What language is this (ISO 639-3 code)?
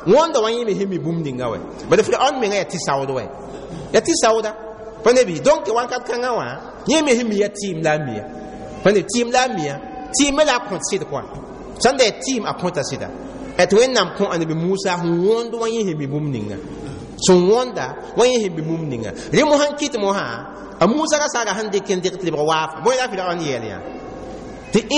mos